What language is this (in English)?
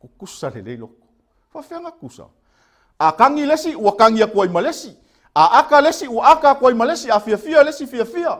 Samoan